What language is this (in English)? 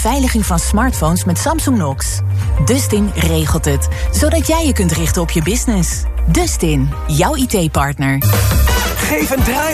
Dutch